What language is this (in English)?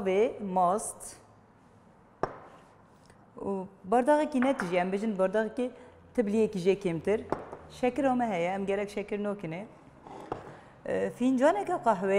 Kurdish